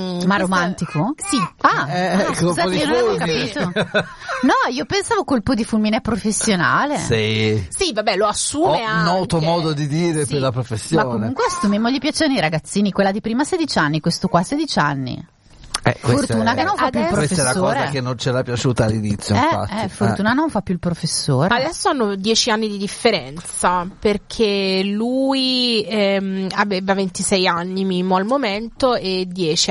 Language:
Italian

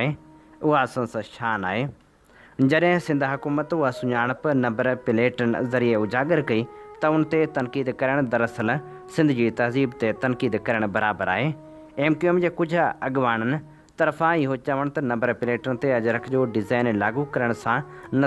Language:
Sindhi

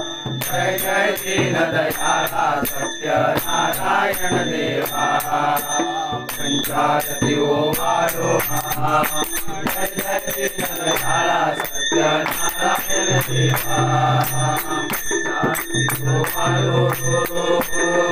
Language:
Marathi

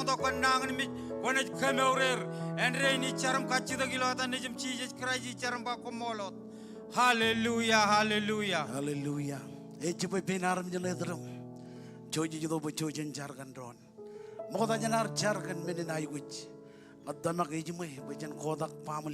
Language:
Marshallese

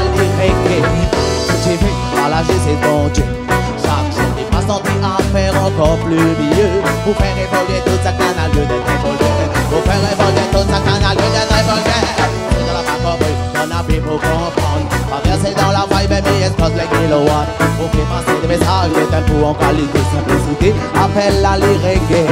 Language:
Réunion Creole French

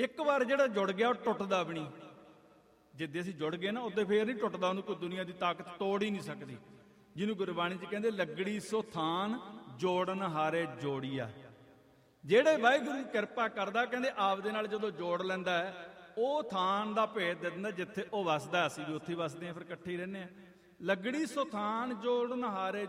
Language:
Punjabi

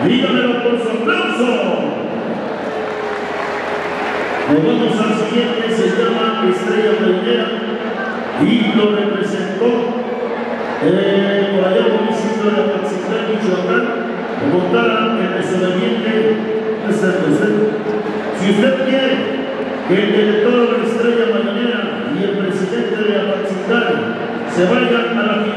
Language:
Spanish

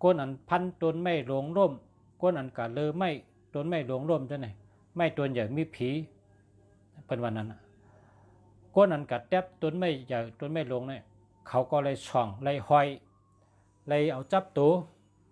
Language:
Shan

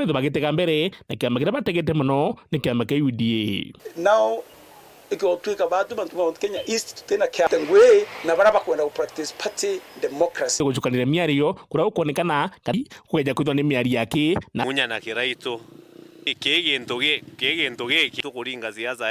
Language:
Meru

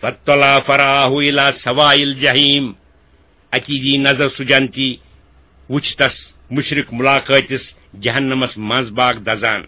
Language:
Kashmiri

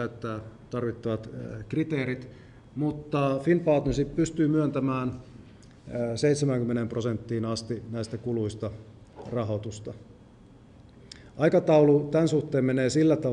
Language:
Finnish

